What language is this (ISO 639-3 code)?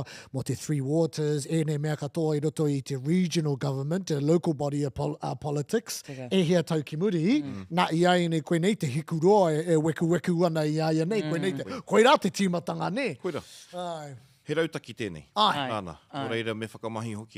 mri